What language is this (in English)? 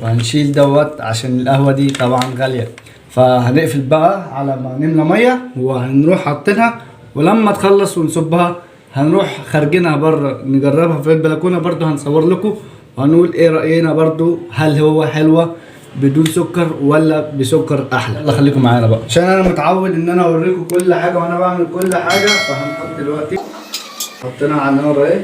Egyptian Arabic